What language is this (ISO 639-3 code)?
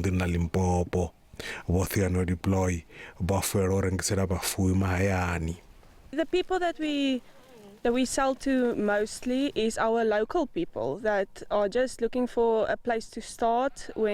ven